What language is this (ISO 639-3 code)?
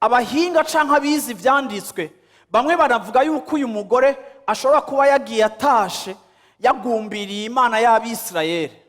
run